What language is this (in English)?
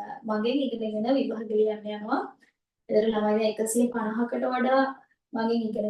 Sinhala